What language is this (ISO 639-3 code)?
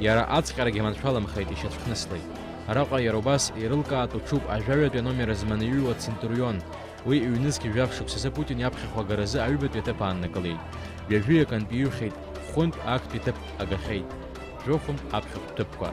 abk